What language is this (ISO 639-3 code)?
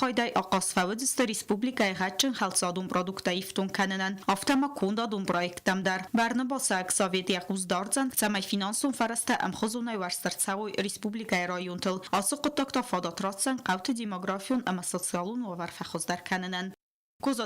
oss